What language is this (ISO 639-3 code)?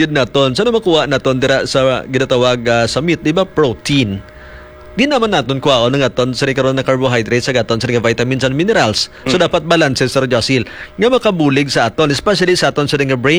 hil